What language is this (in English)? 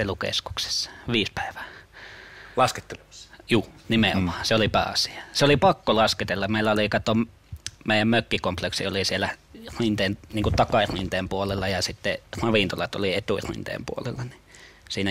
Finnish